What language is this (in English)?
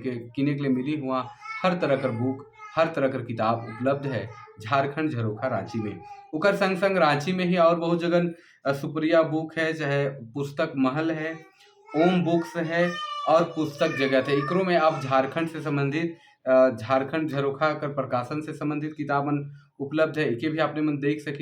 Sadri